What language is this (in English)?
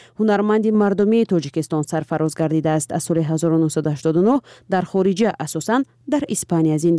Tajik